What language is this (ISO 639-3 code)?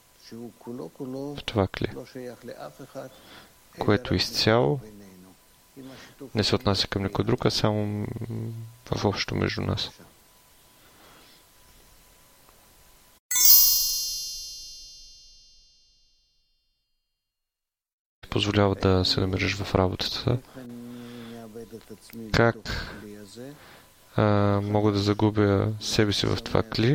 bul